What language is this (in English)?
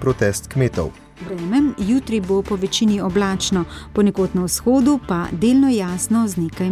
Slovenian